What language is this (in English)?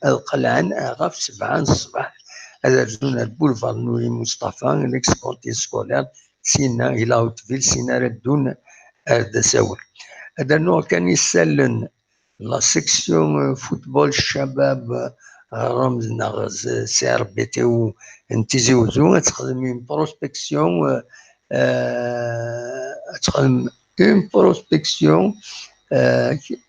Kabyle